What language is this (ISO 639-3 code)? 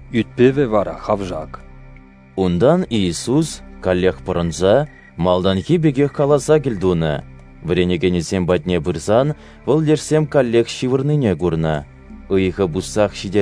chv